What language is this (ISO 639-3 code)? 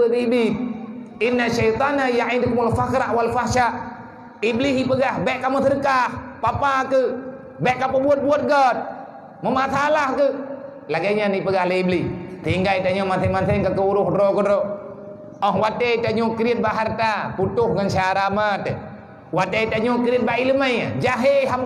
ace